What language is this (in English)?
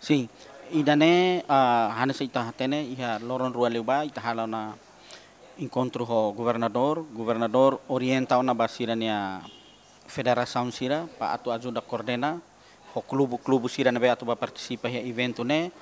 Tetum